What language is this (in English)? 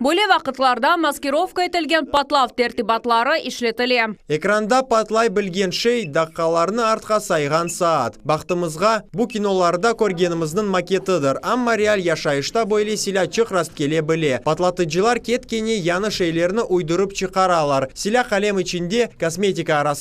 Crimean Tatar